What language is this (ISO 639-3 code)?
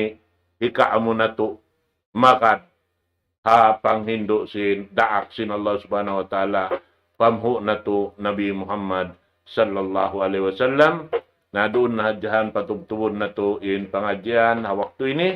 tsg